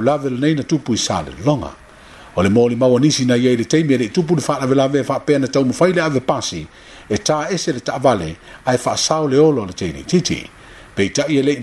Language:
Samoan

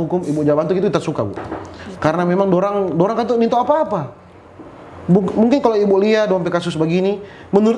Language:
Manado Malay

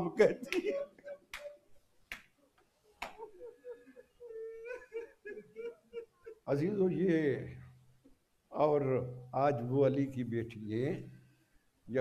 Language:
Urdu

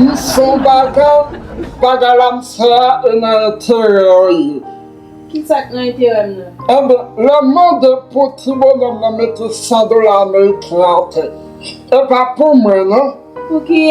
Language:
Haitian Creole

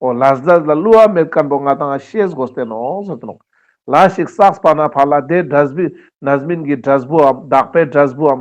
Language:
Ladakhi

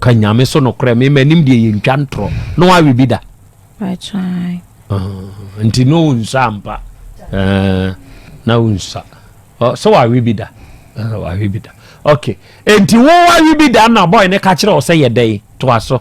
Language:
Akan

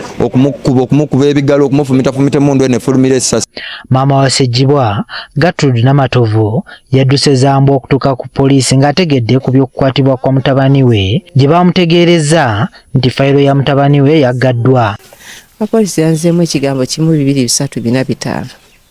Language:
Ganda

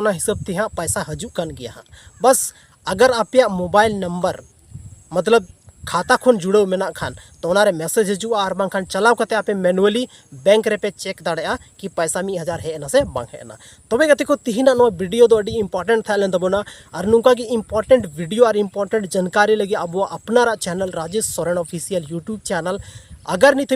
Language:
Santali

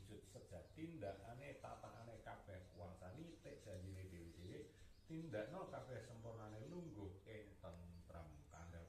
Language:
Javanese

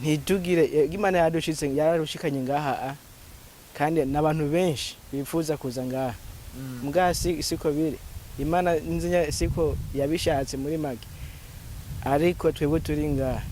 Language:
Rundi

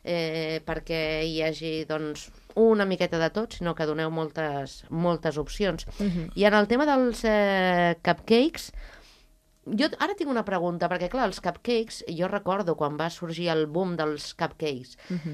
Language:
Catalan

